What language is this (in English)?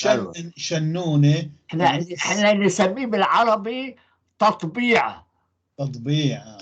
North Levantine Arabic